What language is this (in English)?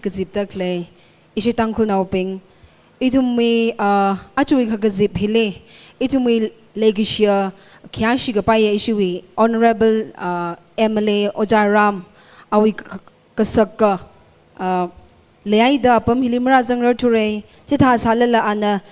Tangkhul Naga (India)